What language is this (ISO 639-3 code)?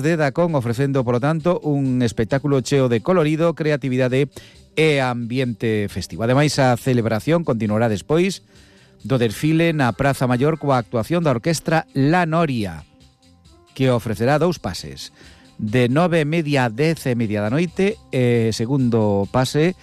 glg